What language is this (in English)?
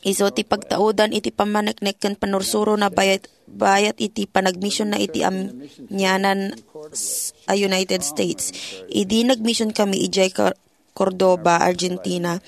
Iloko